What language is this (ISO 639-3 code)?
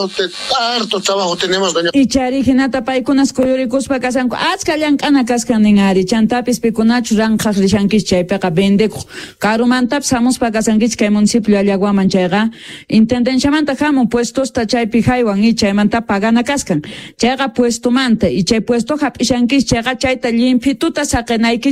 quh